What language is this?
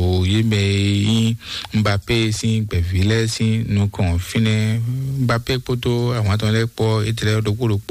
Fon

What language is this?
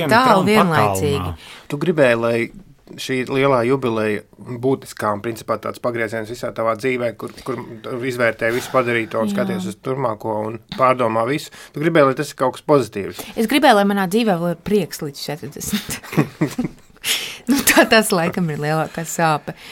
Latvian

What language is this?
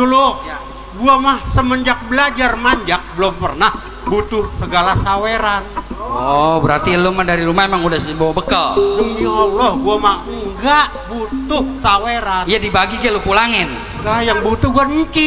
Betawi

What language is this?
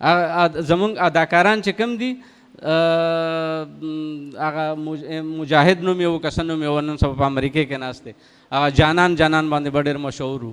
Pashto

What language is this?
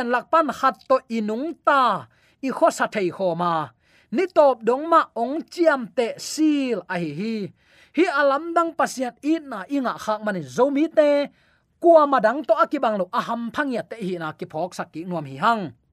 Tedim Chin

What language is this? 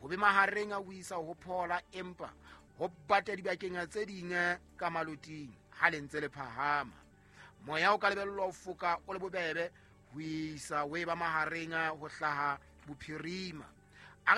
Southern Sotho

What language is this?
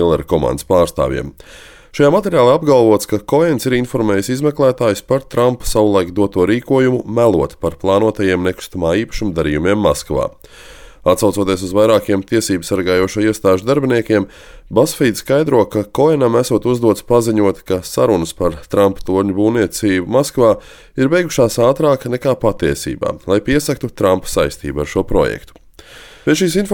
Latvian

